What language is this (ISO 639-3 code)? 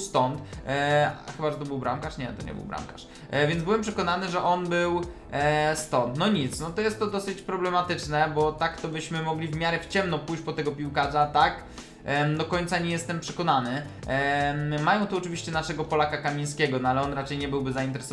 pol